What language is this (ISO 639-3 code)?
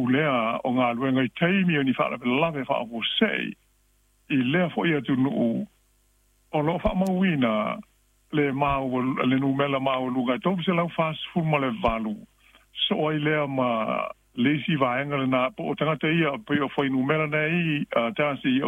smo